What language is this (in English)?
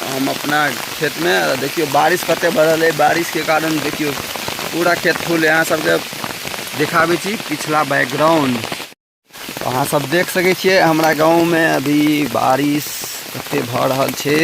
Maithili